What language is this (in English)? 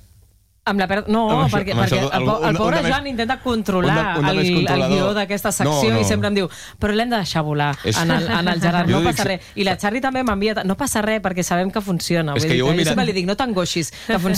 Catalan